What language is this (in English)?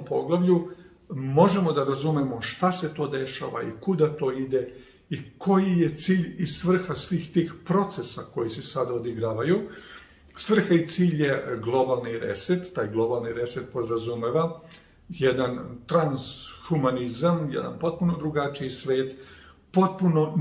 Serbian